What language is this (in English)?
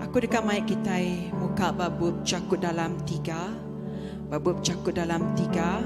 Iban